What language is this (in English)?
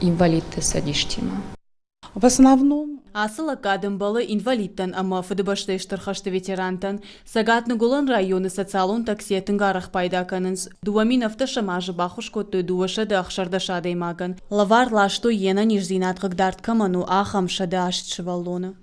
Ossetic